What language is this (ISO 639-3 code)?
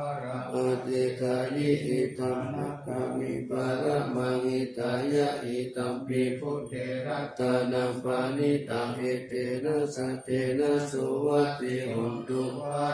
pli